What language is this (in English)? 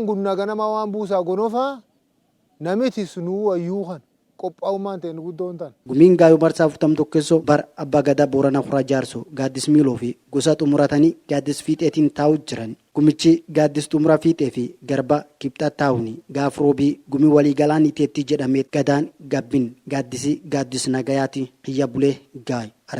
Oromo